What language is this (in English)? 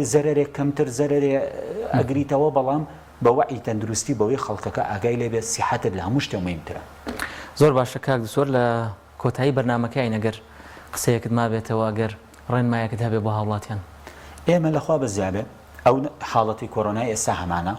Central Kurdish